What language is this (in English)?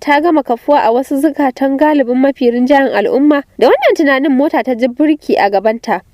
Hausa